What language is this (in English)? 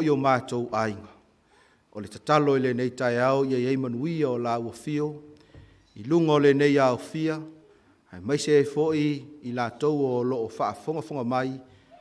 Samoan